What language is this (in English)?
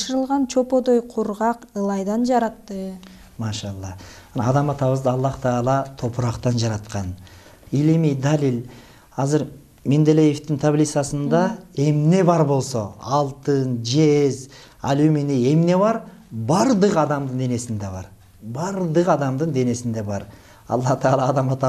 Kyrgyz